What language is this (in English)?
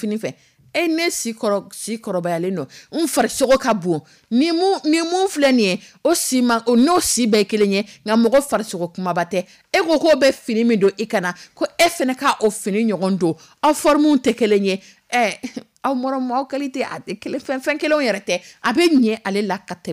Dyula